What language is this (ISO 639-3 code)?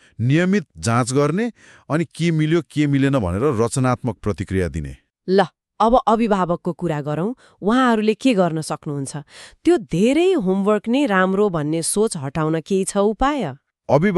nep